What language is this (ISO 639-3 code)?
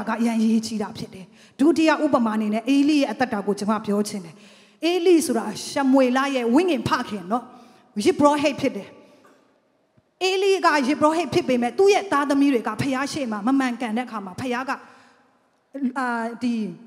mya